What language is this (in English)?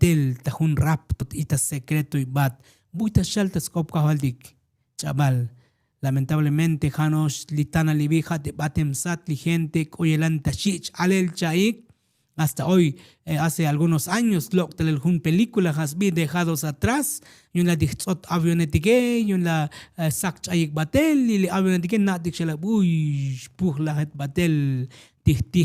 Tzotzil